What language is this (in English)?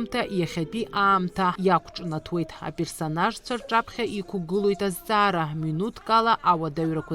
Abkhazian